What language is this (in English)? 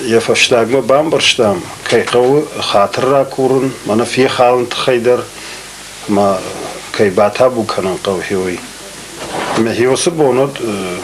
Ossetic